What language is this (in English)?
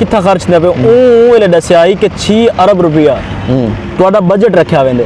Saraiki